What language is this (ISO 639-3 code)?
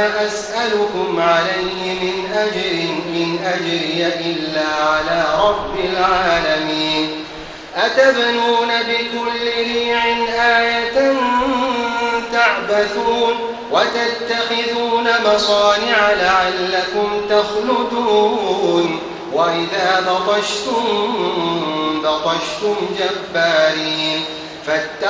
ara